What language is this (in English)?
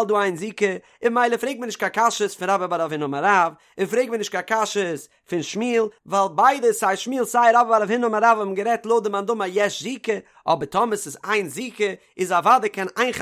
Yiddish